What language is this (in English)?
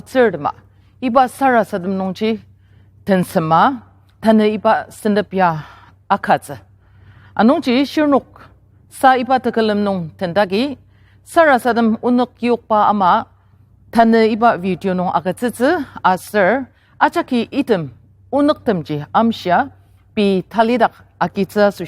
Ao Naga